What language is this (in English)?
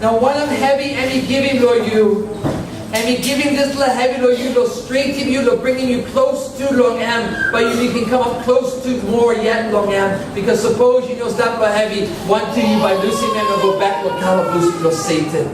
Tok Pisin